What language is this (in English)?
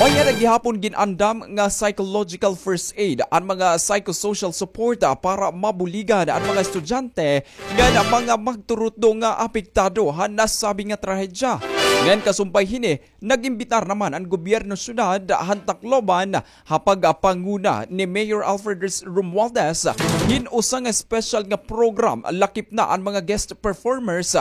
Waray